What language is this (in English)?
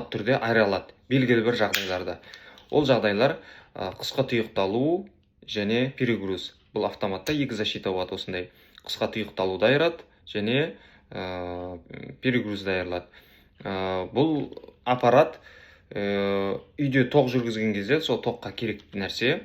Kazakh